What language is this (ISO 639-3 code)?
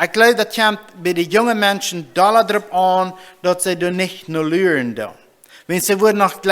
pdt